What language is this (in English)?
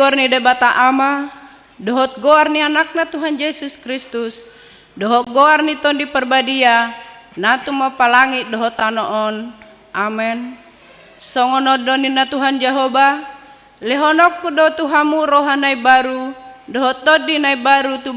Batak Toba